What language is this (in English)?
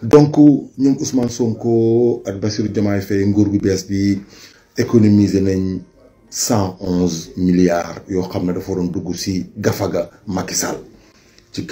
Wolof